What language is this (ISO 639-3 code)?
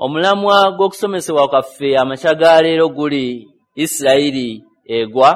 lug